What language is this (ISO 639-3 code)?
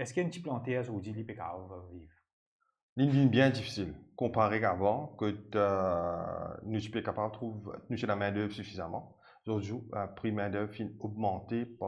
mfe